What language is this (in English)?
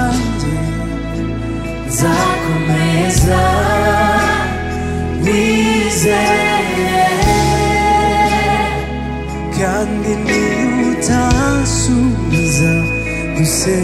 Kinyarwanda